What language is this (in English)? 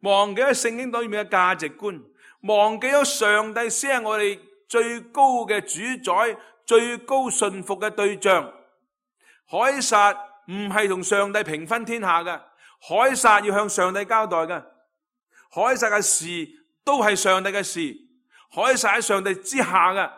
Cantonese